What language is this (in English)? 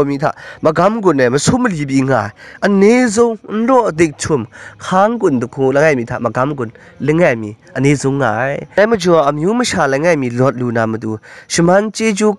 Kachin